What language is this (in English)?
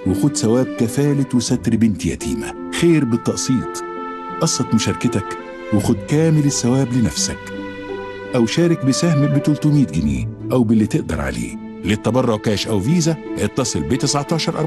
Egyptian Arabic